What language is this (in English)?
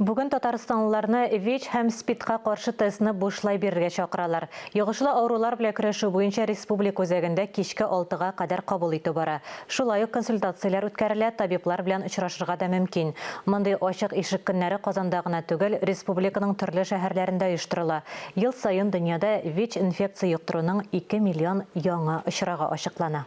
Tatar